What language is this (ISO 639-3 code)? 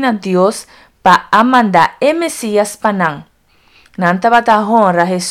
pap